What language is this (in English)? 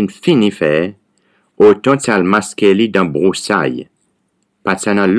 Seselwa Creole French